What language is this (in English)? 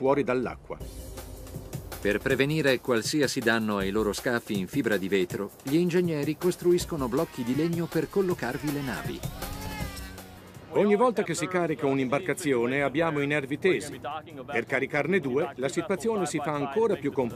Italian